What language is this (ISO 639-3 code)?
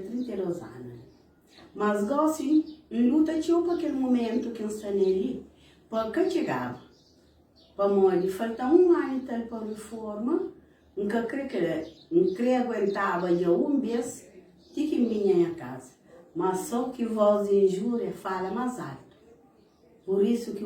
kea